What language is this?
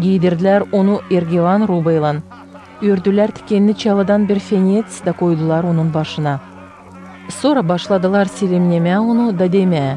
Gagauz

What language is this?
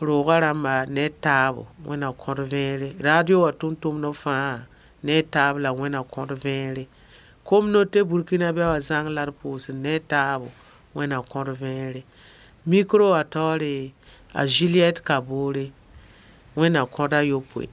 Mossi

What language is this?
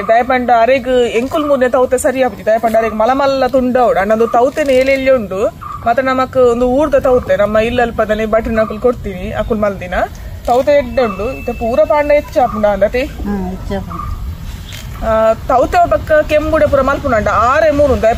Tulu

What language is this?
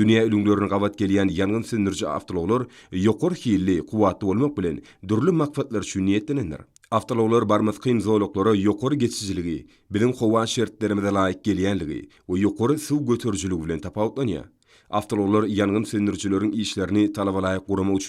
Turkmen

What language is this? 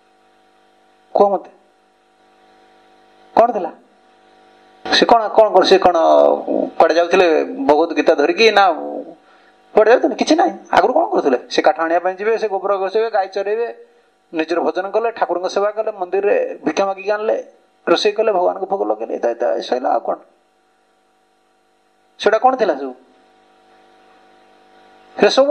Odia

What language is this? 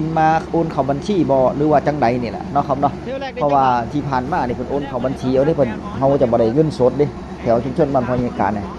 Northeastern Thai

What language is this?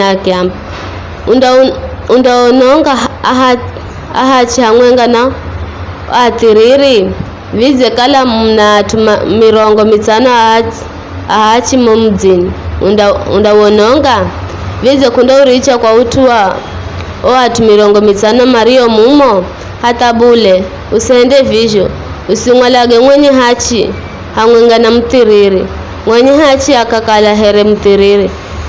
Giryama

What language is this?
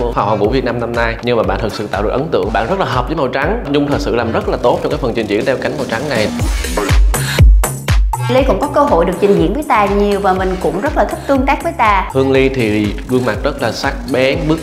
Vietnamese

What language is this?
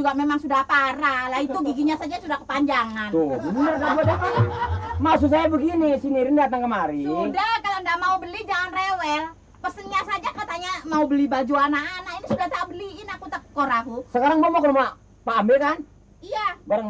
Betawi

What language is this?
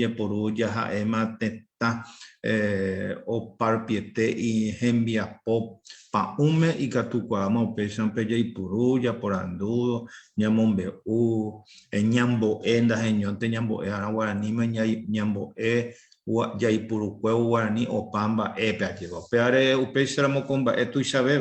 Guarani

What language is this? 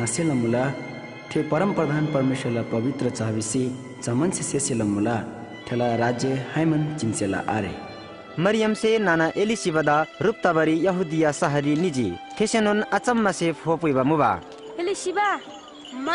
Eastern Tamang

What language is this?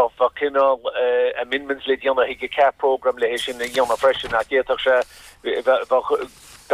Irish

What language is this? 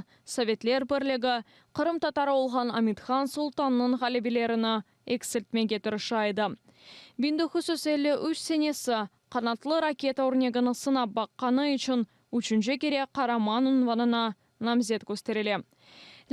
Crimean Tatar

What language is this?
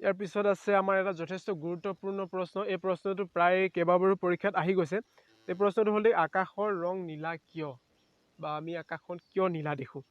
Assamese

